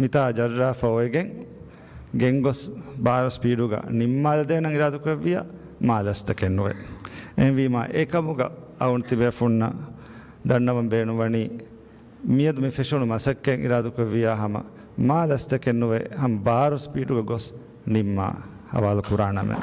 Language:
Divehi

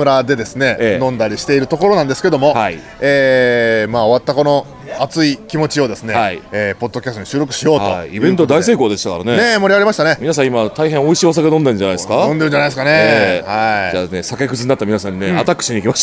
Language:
Japanese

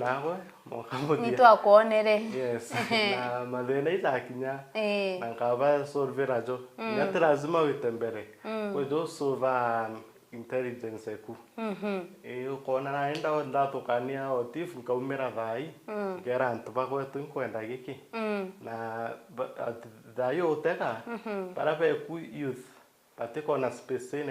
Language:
Meru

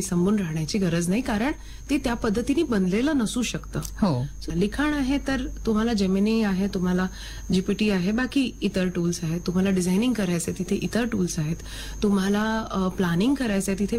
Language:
Marathi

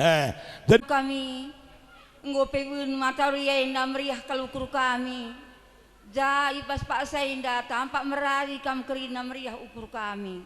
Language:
Batak Karo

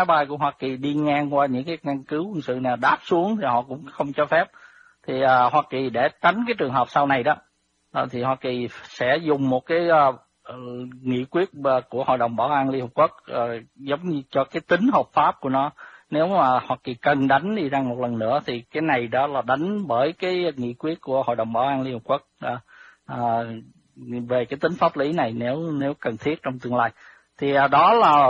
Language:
Vietnamese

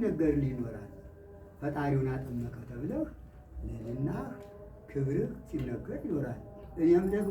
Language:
Amharic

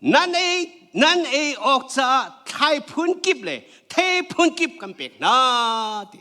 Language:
Hakha Chin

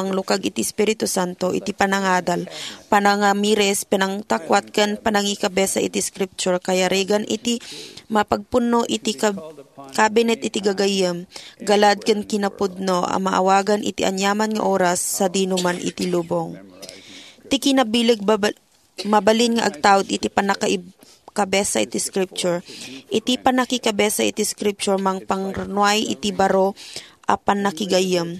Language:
Iloko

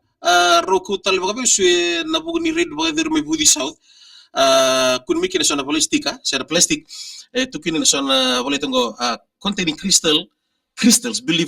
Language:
Fijian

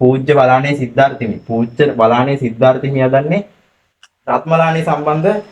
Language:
Sinhala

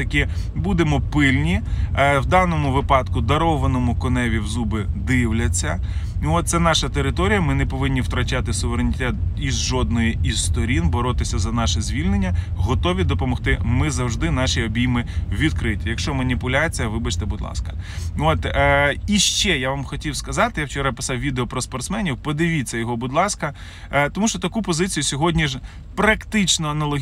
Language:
Ukrainian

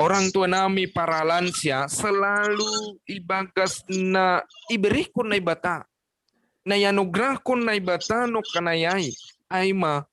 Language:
Batak Simalungun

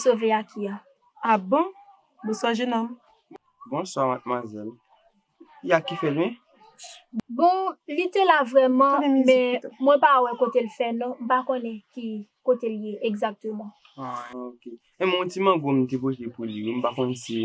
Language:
Haitian Creole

